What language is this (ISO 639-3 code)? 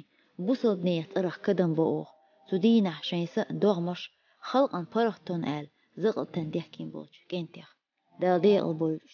che